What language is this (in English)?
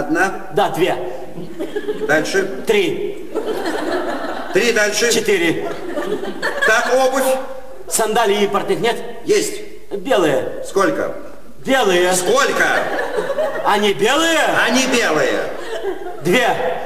Russian